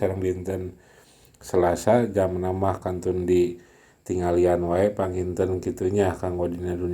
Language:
Sundanese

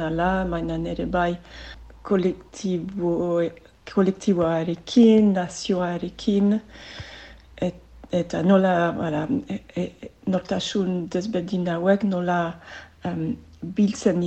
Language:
Basque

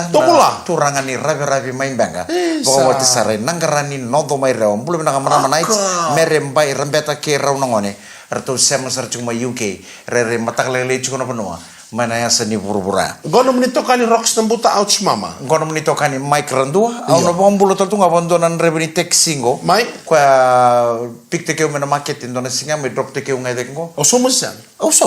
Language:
Fijian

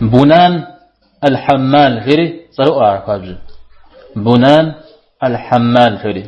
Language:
Kabardian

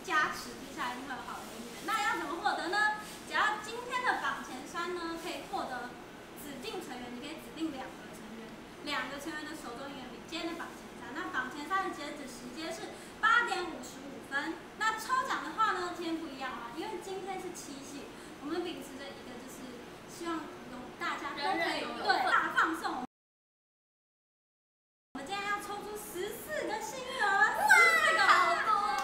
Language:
Chinese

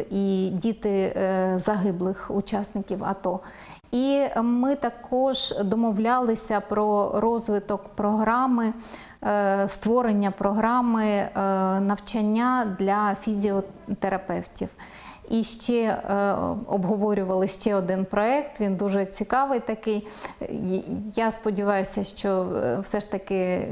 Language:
Ukrainian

